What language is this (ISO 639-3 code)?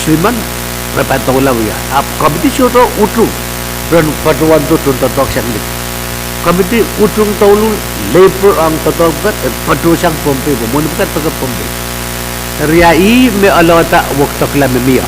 pon